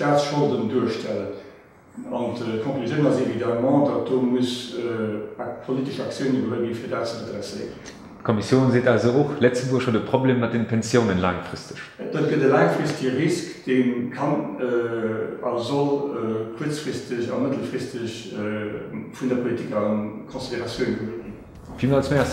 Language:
Luxembourgish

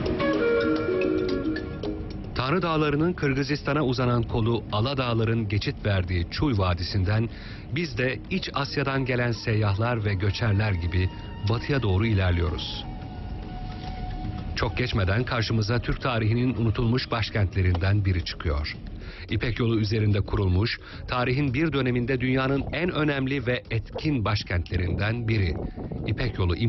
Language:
Turkish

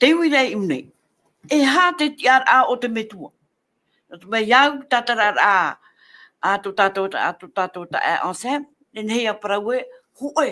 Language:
Tahitian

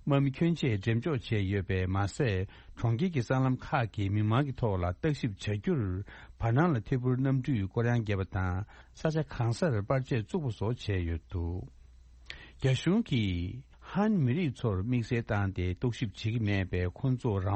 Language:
Tibetan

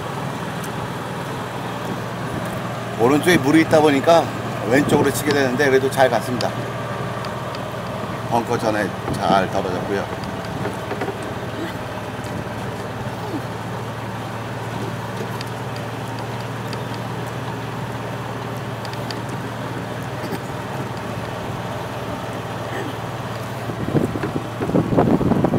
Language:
Korean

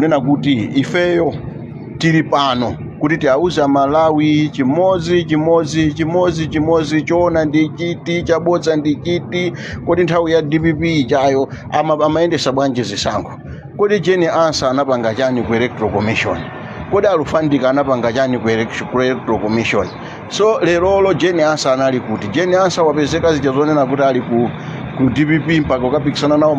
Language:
Nyanja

